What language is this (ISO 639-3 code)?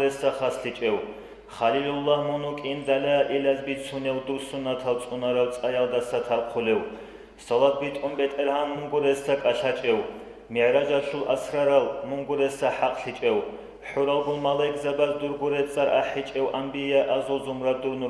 ava